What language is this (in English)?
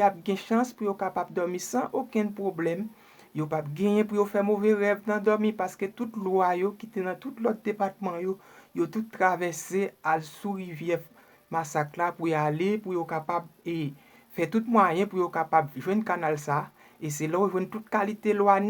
Haitian Creole